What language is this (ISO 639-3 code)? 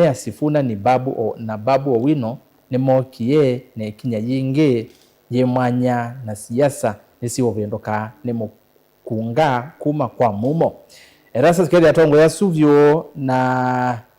kam